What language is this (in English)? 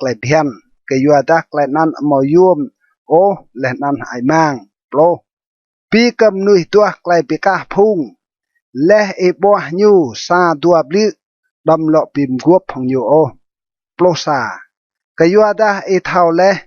Rade